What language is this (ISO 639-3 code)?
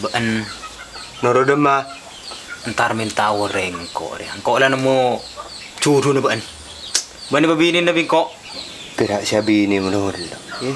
mad